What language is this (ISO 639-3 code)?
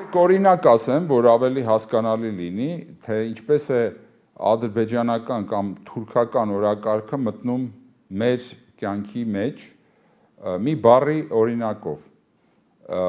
hye